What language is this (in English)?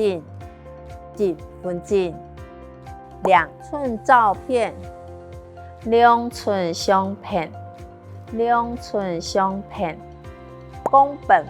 Hakka Chinese